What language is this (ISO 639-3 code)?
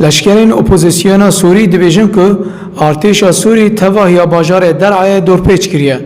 kur